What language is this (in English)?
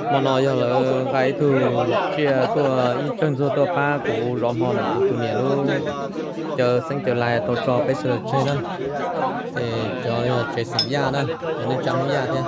Hmong